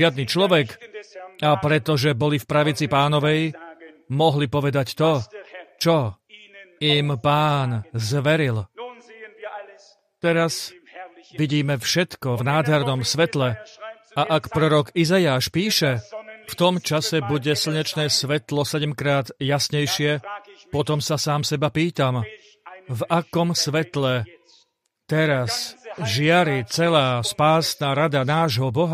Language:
Slovak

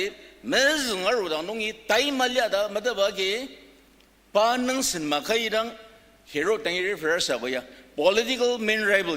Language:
Ao Naga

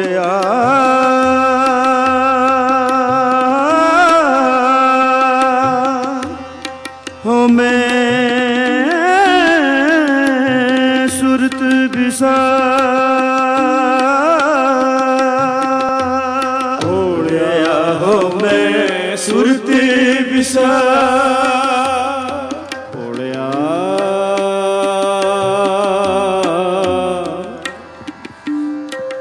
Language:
Punjabi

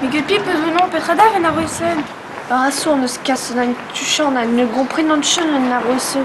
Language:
Breton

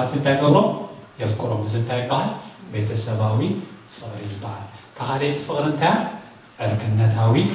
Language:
Tigrinya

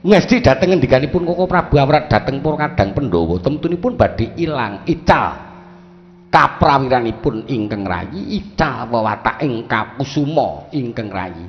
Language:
Javanese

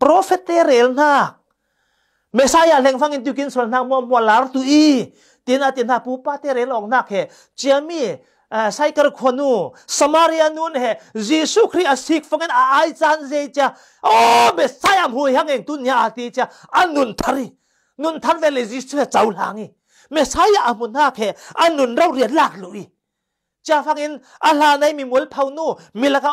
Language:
Falam Chin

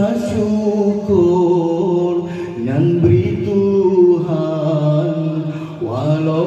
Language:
Achinese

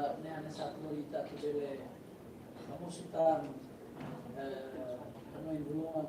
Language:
Tetum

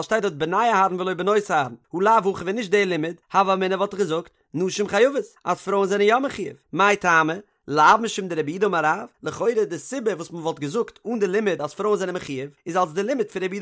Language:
Yiddish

